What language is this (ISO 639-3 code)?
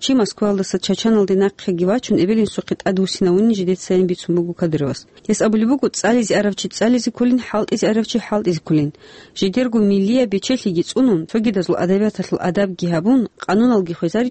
ava